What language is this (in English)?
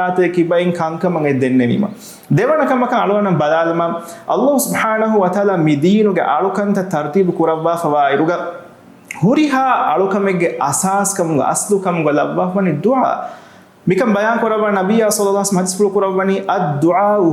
Divehi